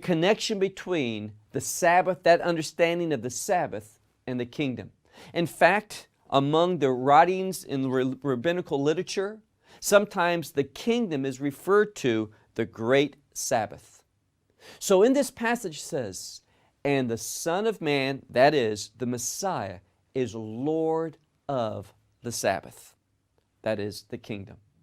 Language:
English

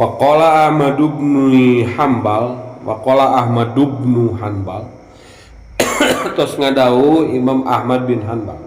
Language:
Sundanese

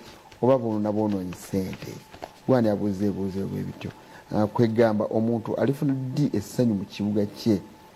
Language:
Ganda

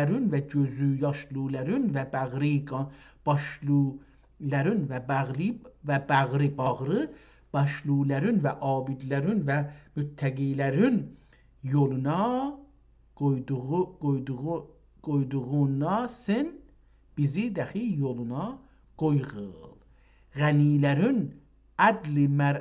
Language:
South Azerbaijani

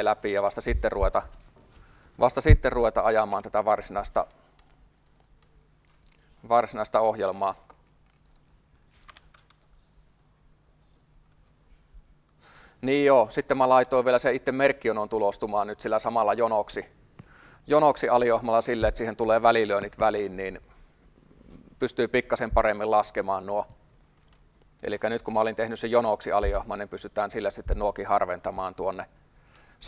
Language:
Finnish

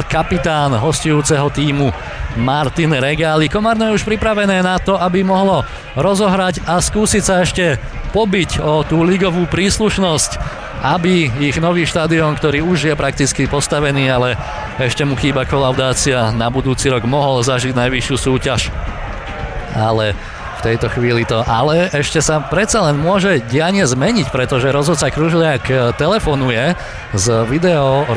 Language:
Slovak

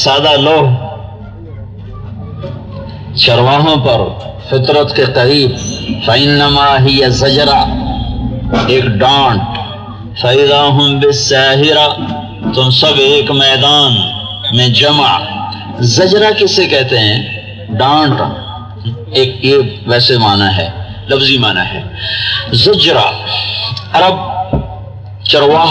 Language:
Urdu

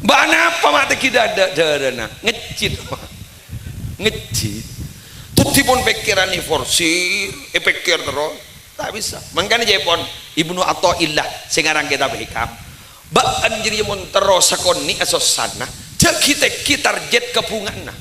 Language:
Madurese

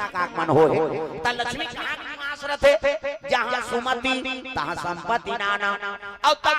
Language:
Chhattisgarhi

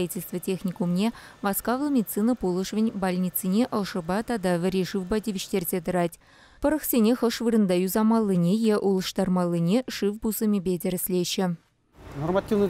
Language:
Chuvash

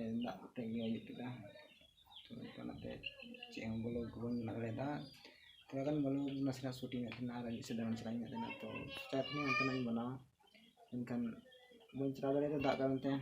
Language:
Santali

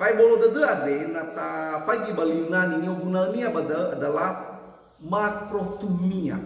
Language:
Nias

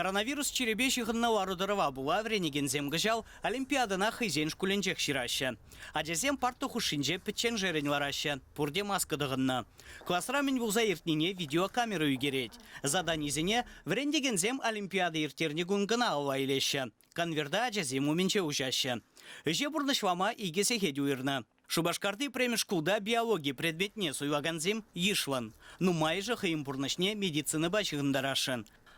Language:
Chuvash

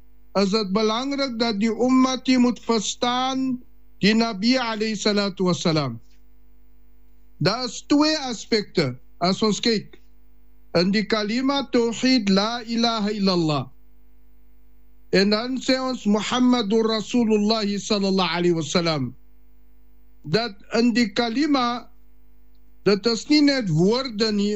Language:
Afrikaans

